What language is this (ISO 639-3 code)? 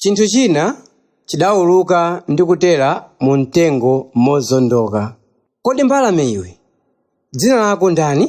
nya